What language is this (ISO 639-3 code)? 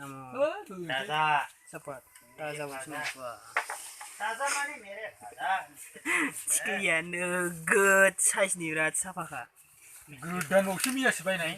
brx